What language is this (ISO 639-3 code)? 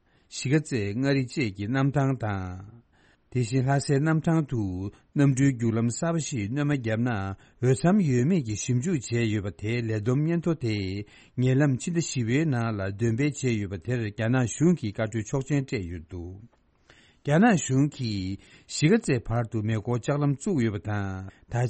bod